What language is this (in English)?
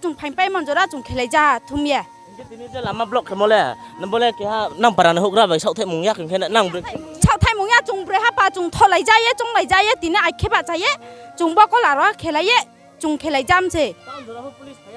Riang (India)